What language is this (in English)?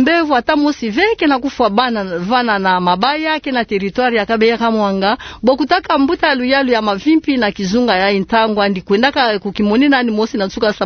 Kituba (Democratic Republic of Congo)